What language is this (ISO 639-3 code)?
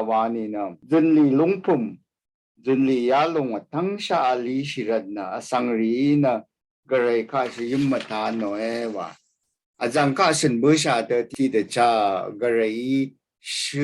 raw